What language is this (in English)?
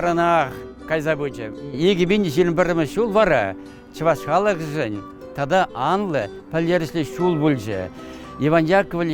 Chuvash